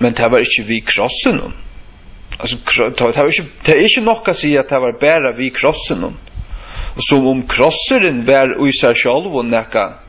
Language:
Faroese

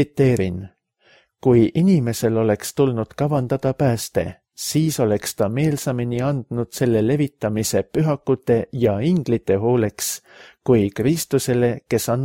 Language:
Estonian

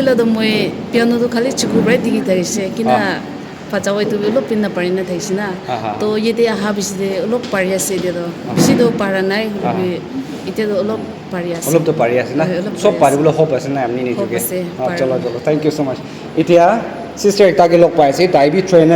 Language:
Naga Pidgin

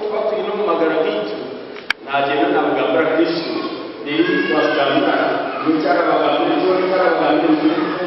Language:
Nyankole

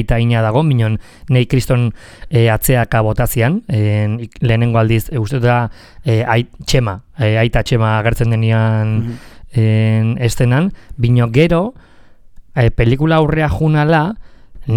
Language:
Basque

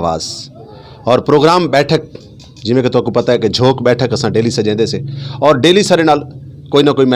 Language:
Saraiki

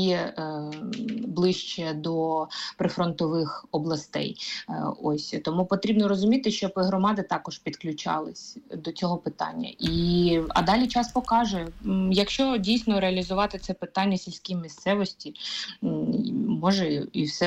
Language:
Ukrainian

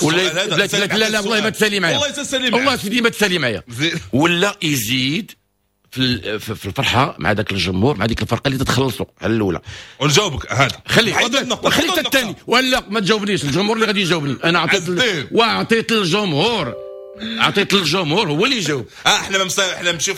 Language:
Moroccan Arabic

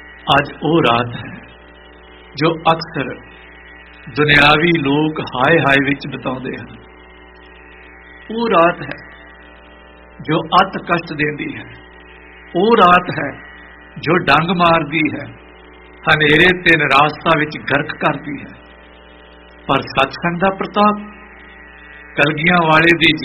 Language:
Punjabi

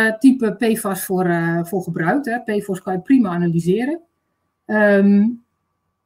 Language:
Dutch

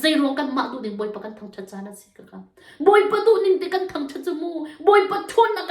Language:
Hakha Chin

